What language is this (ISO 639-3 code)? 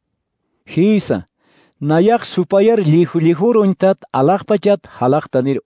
aym